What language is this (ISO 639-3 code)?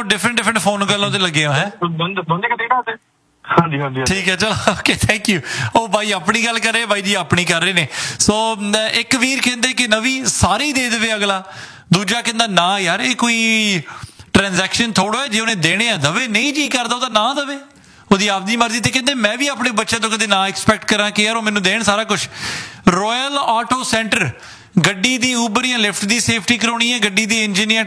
pan